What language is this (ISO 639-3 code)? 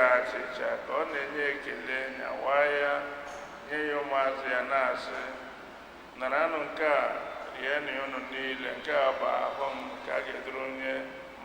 ibo